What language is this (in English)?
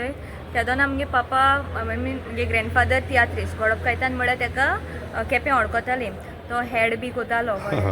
Konkani